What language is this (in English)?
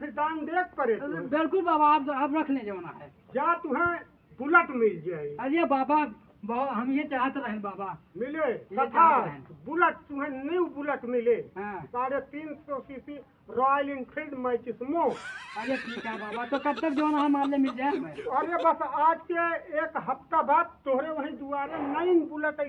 Awadhi